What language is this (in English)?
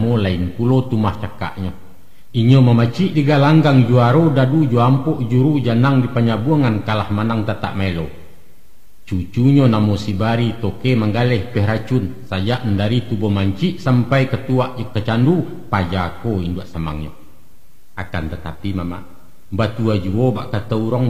Minangkabau